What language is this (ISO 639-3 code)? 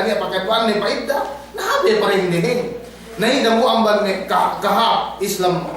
yka